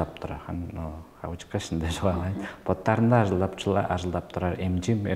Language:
Tuvinian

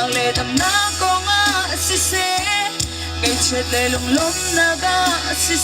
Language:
Hakha Chin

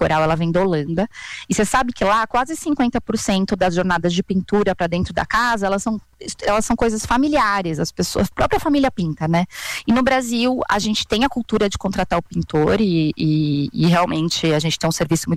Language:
Portuguese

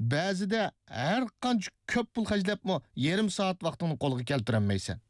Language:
Uyghur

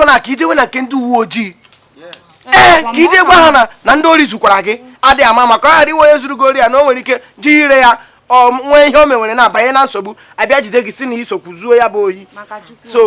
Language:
Igbo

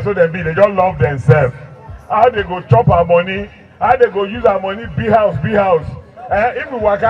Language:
Nigerian Pidgin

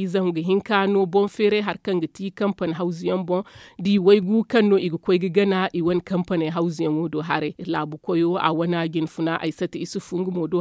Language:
Zarma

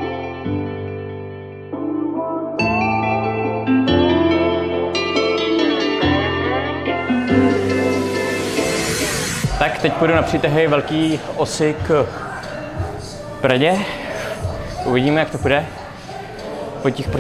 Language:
Czech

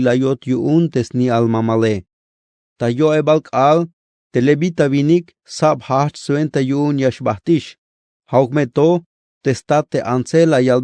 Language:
Tzeltal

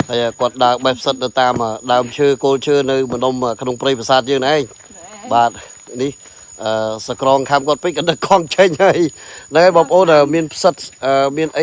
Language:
Khmer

